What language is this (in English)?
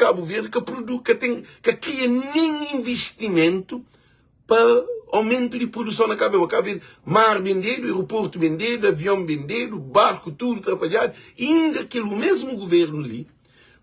Kabuverdianu